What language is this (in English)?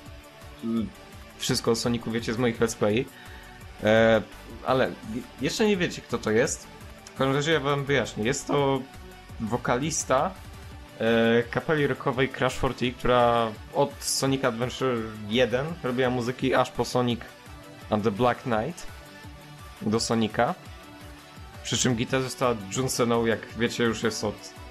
Polish